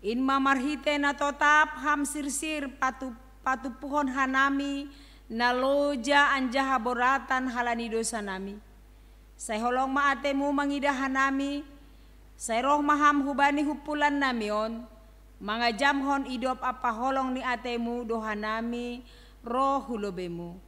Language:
Batak Simalungun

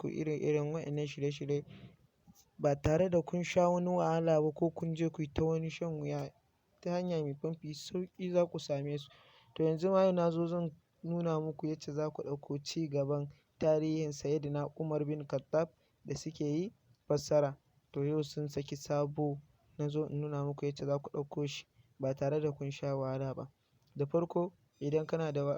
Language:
Hausa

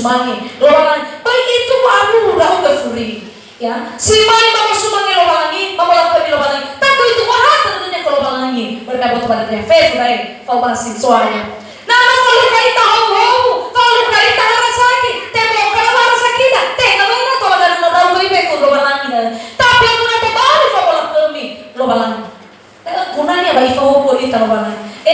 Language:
Nias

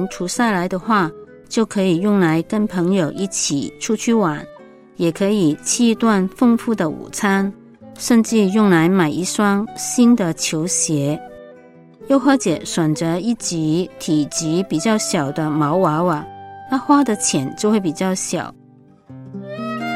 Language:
Chinese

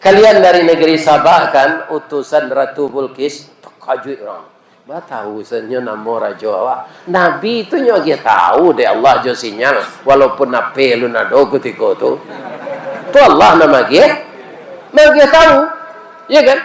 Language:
Minangkabau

